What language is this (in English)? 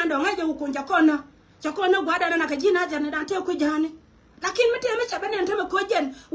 Nuer